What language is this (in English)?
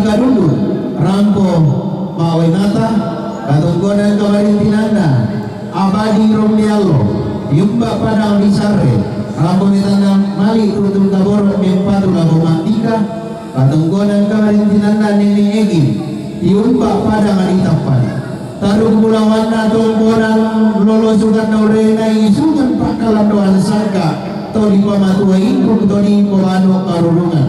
Toraja-Sa'dan